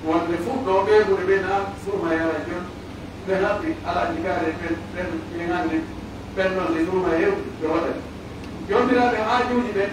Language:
Pular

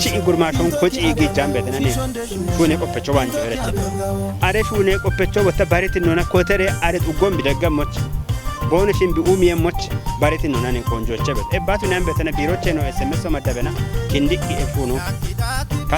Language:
Kafa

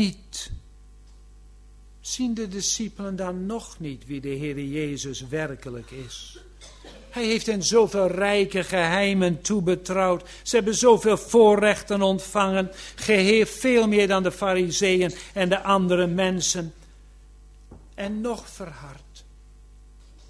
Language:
Dutch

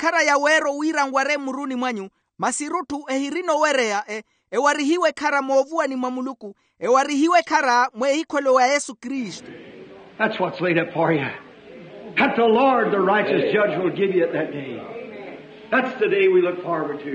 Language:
Makhuwa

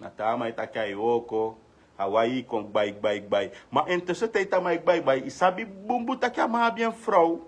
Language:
Sranan Tongo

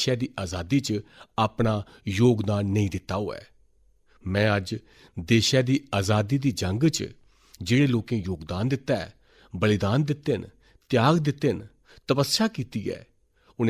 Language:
Dogri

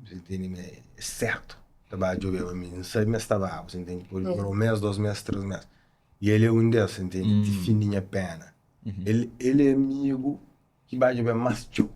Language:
Kabuverdianu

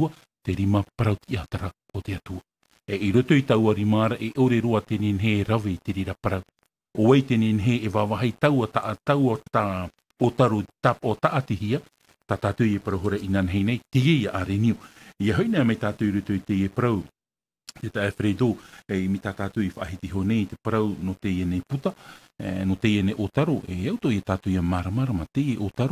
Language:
Tahitian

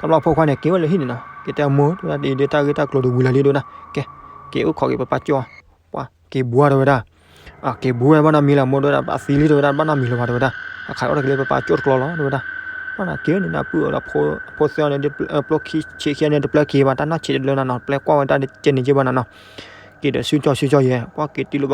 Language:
S'gaw Karen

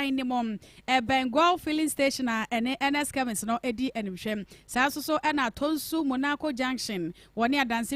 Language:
Akan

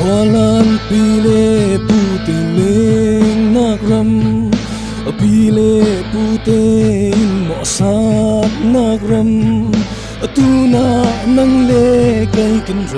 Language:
Falam Chin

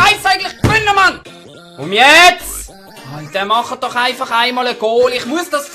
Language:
Swiss German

